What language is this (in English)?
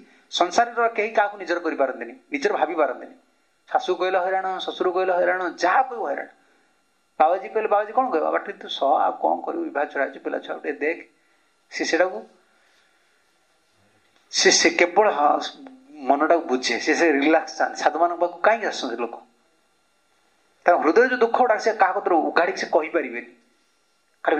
Odia